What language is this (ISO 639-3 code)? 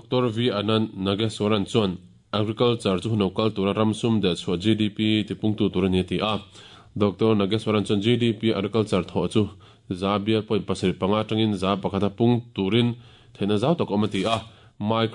lus